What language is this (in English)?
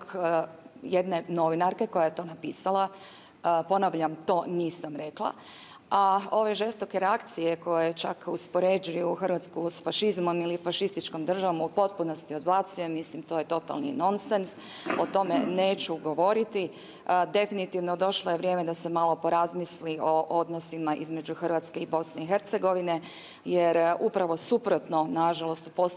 Croatian